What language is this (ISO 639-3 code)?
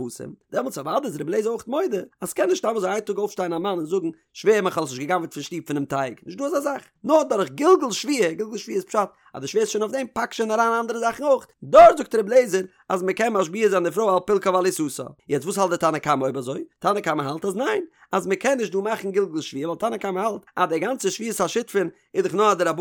yid